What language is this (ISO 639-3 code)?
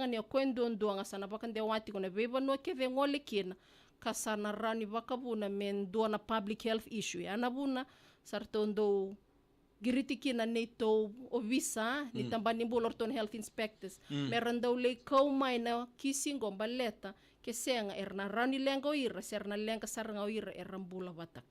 fij